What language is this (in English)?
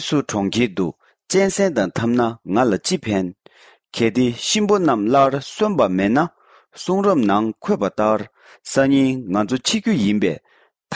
Tibetan